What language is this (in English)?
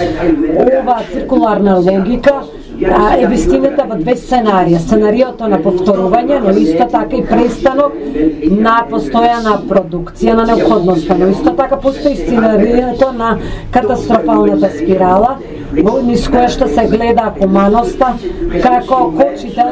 Macedonian